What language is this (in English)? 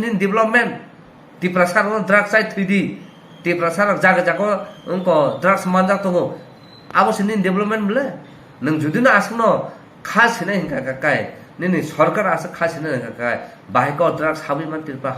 Kok Borok